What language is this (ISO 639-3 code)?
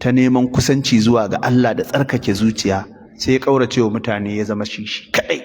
hau